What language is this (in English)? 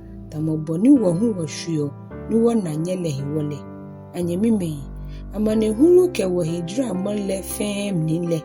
Ga